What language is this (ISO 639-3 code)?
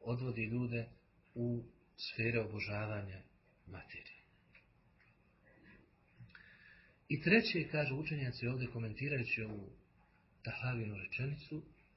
bos